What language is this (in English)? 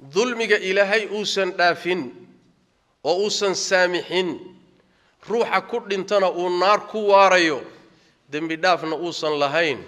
Somali